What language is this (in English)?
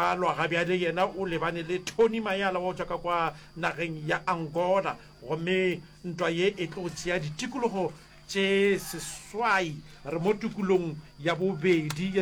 Northern Sotho